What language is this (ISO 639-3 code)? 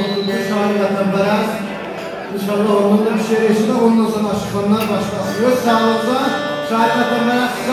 azb